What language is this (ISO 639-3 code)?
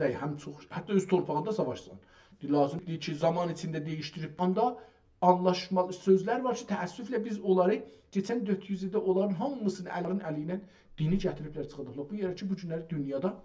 azb